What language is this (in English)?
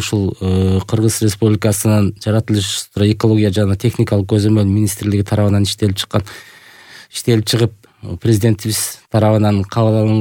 Kyrgyz